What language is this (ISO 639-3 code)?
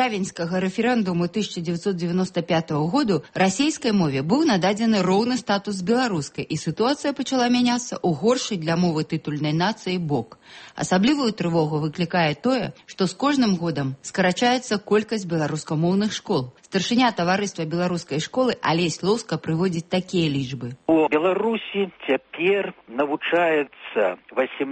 bel